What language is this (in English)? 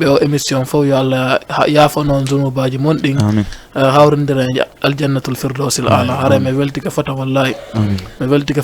Fula